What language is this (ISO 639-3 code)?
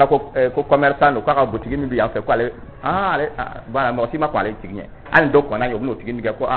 dyu